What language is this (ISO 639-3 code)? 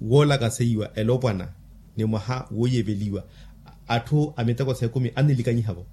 vmw